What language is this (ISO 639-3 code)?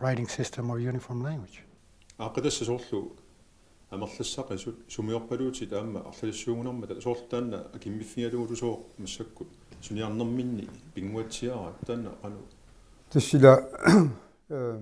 kal